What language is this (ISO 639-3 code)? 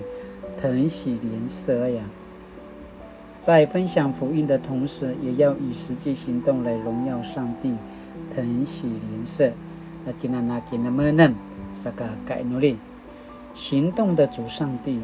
pwn